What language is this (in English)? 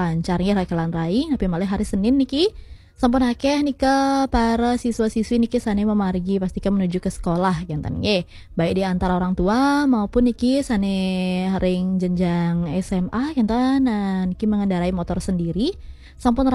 Balinese